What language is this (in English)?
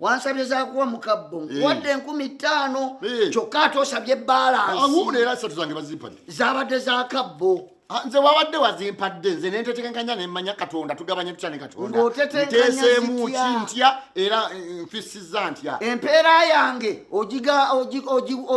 Ganda